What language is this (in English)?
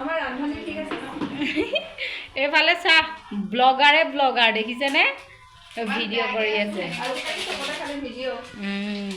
Assamese